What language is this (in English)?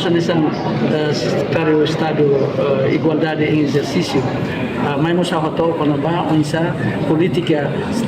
Tetum